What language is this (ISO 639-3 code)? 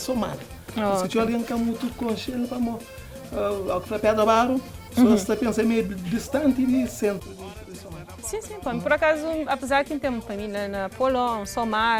kea